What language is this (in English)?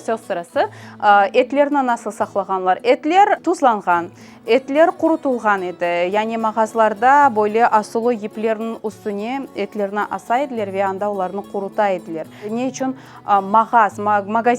Crimean Tatar